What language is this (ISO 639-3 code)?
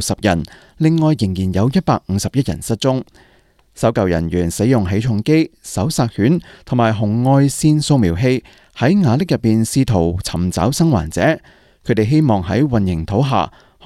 yue